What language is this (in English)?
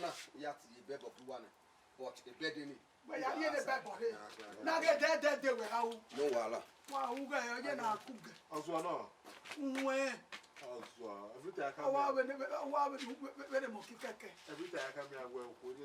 Bini